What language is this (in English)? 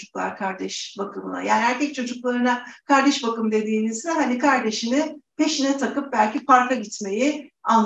Turkish